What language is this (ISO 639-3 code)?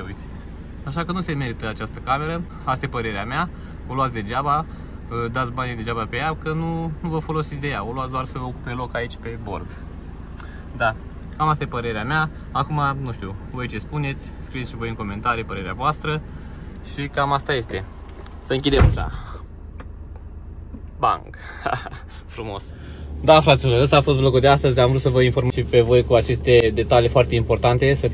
ron